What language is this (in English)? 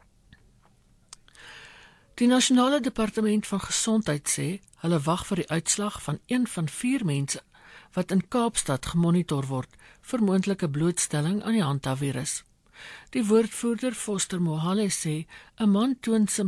Afrikaans